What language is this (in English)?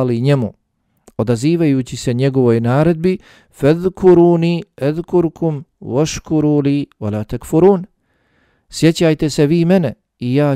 Bosnian